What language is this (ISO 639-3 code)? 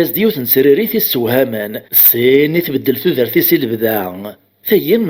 kab